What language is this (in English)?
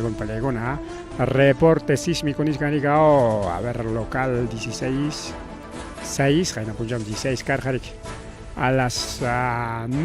Ayacucho Quechua